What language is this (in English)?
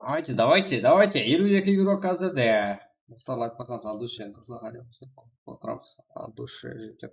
Kara-Kalpak